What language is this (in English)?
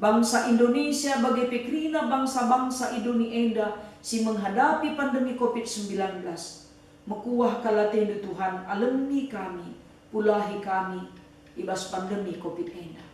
Batak Karo